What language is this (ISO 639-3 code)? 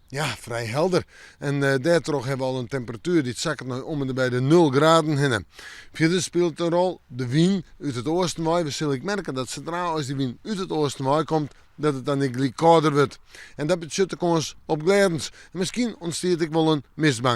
fry